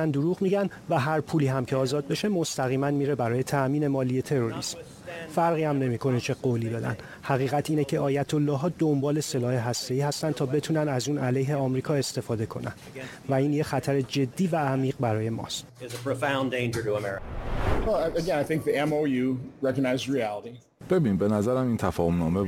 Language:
Persian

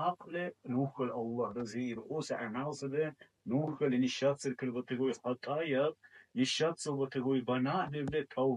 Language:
Dargwa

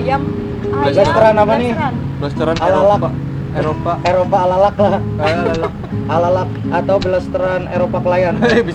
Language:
Banjar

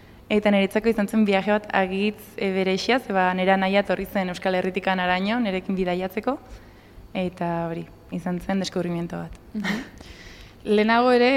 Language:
Basque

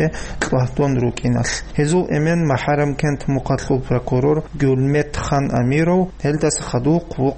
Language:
Avaric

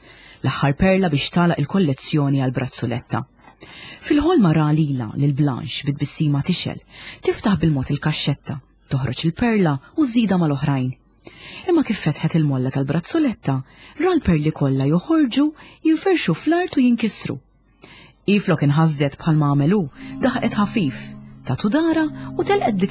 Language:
Maltese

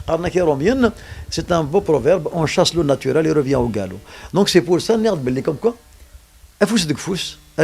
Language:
Kabyle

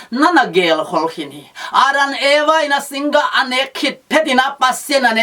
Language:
Tedim Chin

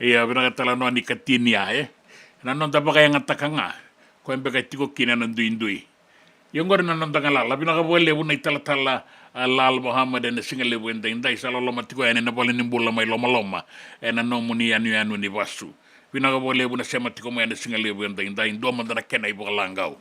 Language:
Fijian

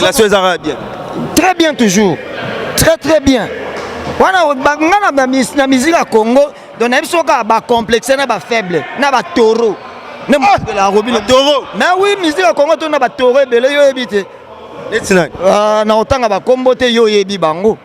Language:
Lingala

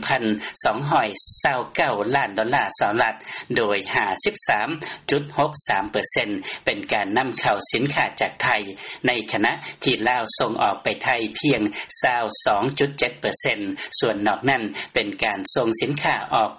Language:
Lao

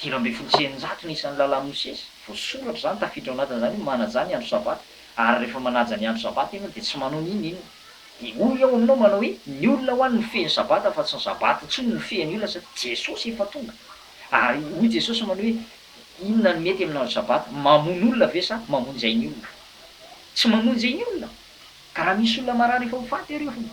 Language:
Malagasy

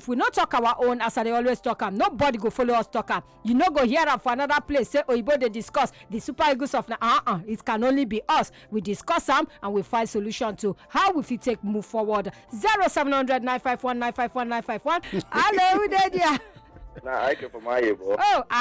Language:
Nigerian Pidgin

